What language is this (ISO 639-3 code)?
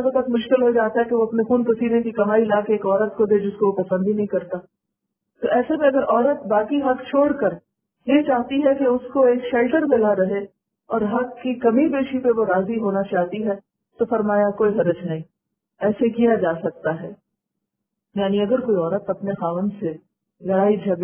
urd